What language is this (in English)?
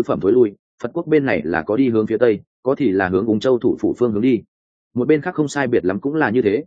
Vietnamese